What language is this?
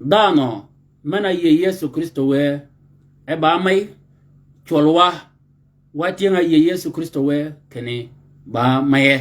Shilluk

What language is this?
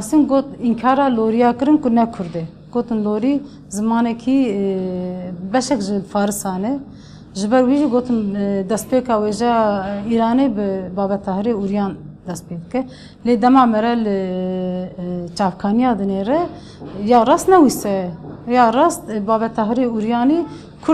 Kurdish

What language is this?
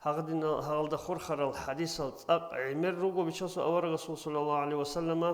Avaric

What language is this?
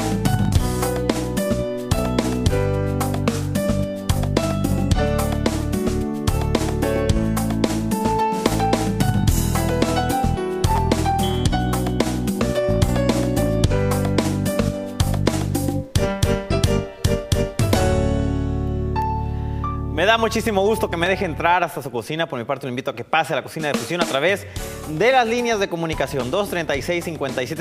Spanish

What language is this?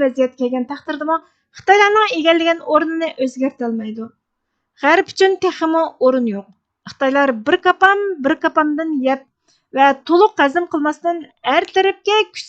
Uyghur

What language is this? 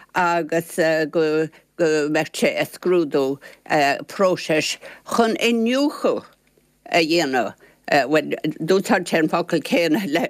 Irish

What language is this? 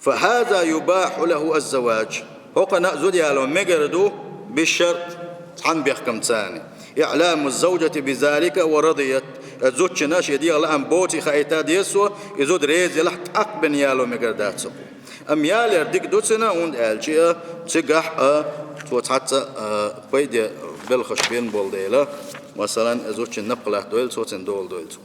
Chechen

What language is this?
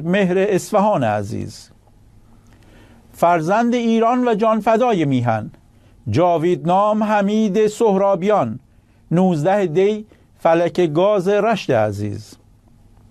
Persian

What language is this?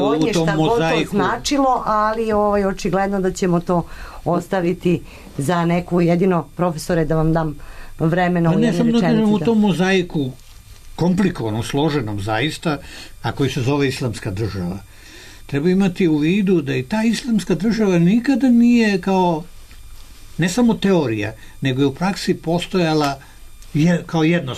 Serbian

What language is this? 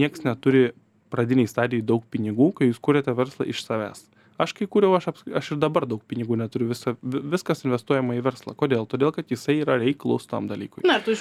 Lithuanian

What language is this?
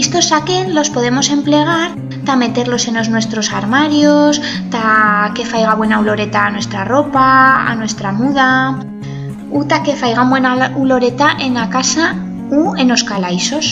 Aragonese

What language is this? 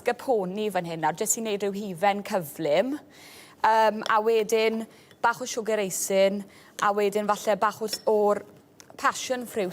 Welsh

